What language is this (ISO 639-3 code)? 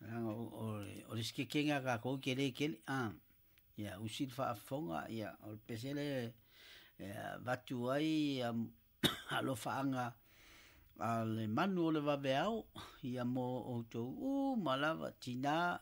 smo